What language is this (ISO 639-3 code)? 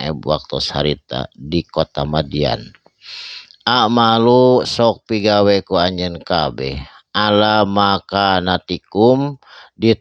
sun